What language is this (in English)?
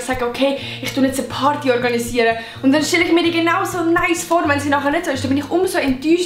Swiss German